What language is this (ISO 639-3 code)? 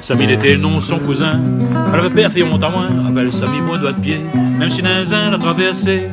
rcf